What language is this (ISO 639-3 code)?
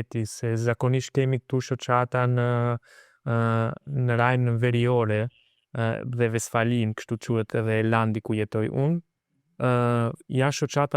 sqi